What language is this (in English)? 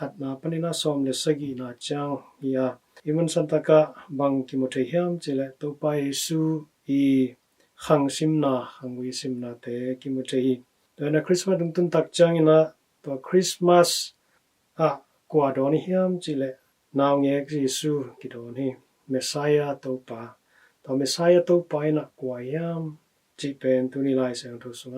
Tedim Chin